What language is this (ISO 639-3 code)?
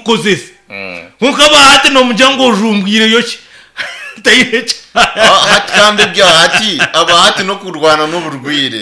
nyn